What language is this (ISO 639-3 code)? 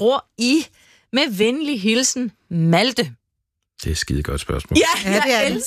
dan